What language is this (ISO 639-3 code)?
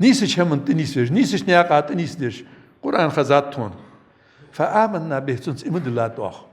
inh